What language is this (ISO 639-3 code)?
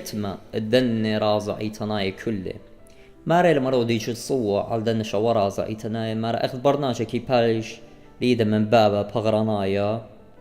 aii